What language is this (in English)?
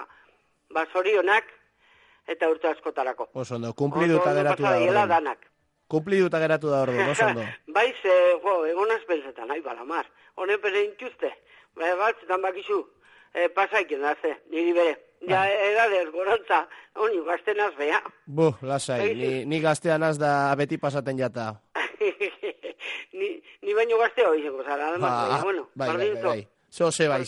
Basque